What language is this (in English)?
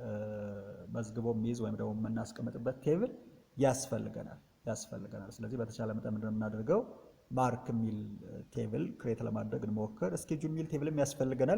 Amharic